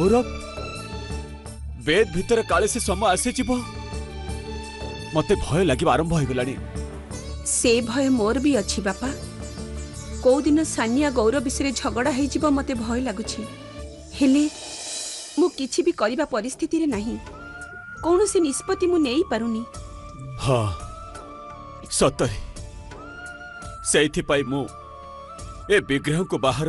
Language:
Odia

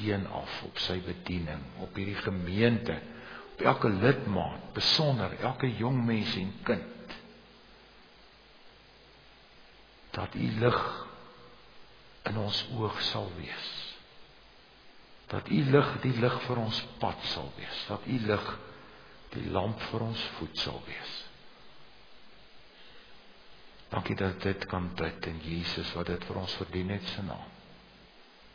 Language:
Afrikaans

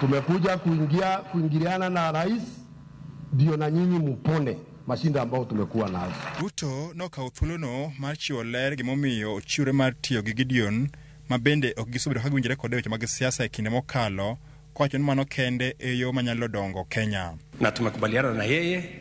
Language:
Luo (Kenya and Tanzania)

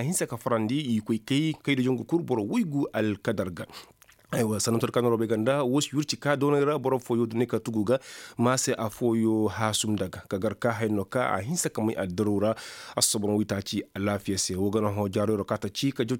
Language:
Koyraboro Senni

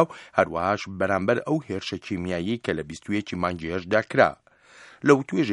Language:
Central Kurdish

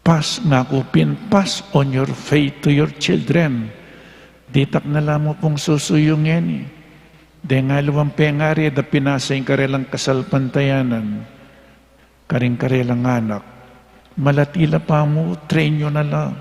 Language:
Pampanga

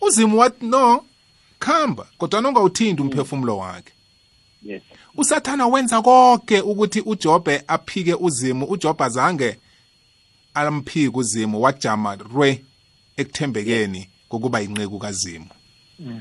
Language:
South Ndebele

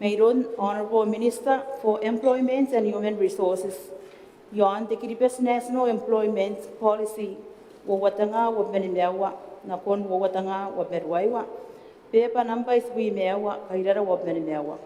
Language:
Gilbertese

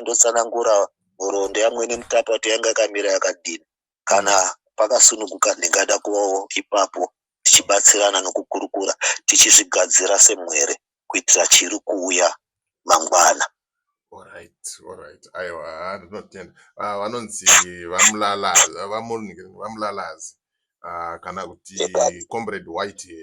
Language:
Shona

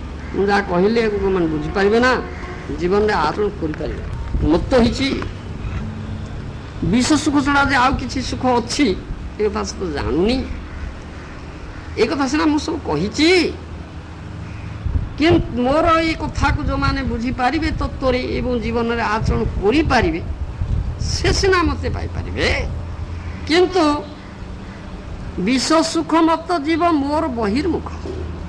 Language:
Odia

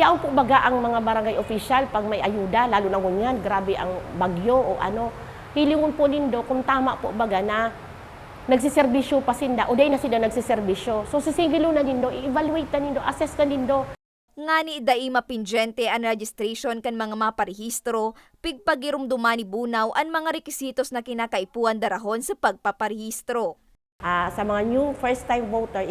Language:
Bikol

